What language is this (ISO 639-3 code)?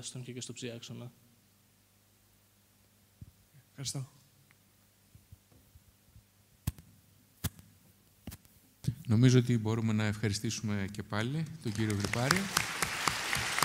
ell